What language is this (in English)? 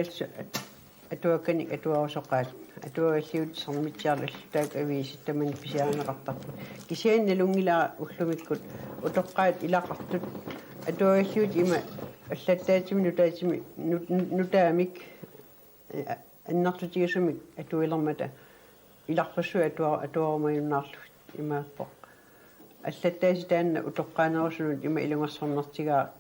Kalaallisut